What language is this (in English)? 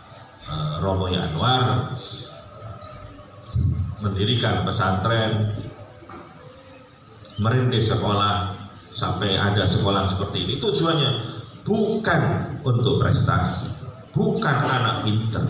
Indonesian